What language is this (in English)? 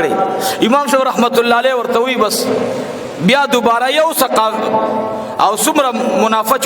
Pashto